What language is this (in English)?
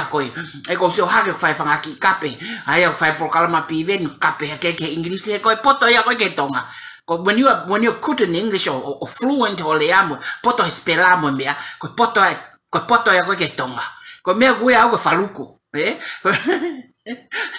Tongan